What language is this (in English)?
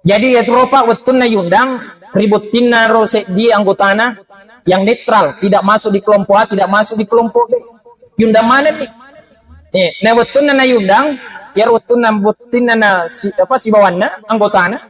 Buginese